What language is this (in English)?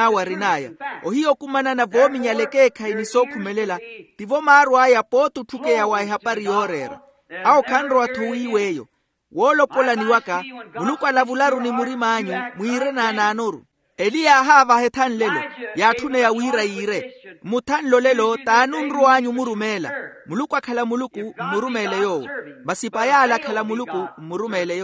Makhuwa